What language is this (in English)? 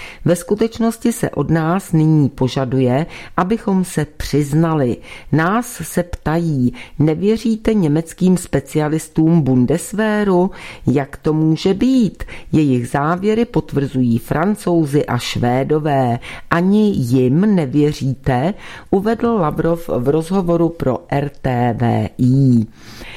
Czech